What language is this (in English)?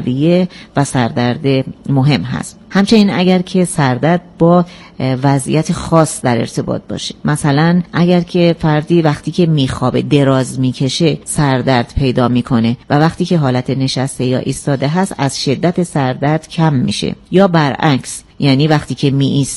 Persian